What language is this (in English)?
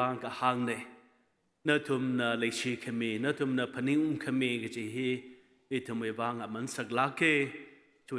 Tangkhul Naga (India)